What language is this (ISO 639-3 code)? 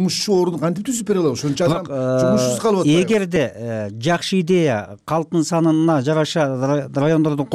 kir